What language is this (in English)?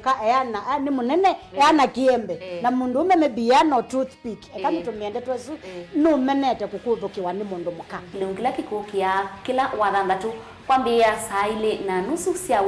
Kamba